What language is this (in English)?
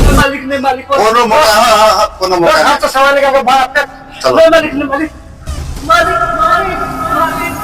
Maithili